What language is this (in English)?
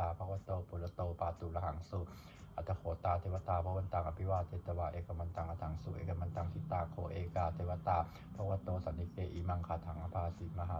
Pali